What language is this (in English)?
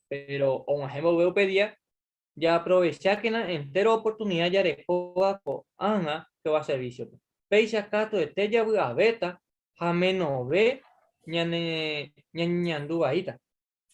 Guarani